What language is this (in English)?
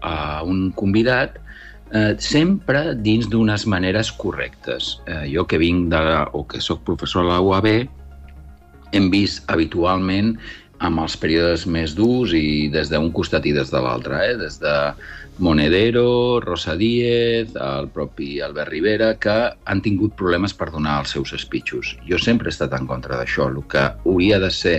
Catalan